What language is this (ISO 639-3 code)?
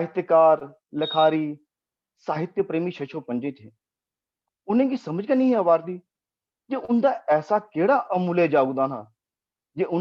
doi